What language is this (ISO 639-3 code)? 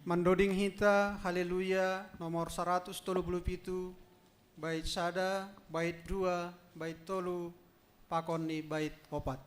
bts